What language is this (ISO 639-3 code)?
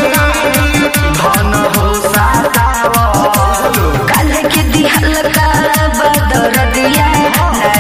bho